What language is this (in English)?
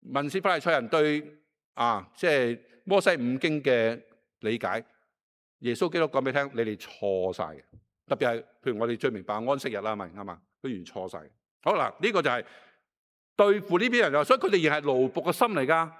Cantonese